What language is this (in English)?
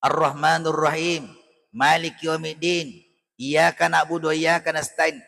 Buginese